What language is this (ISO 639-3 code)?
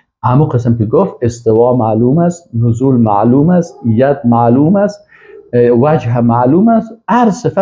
fas